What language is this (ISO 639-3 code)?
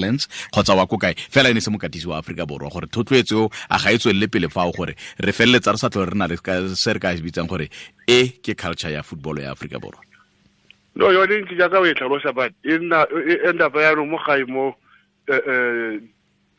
tsn